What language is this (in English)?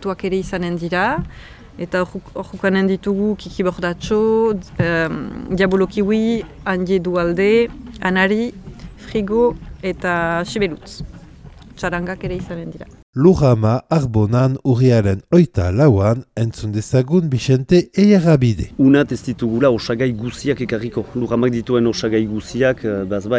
Basque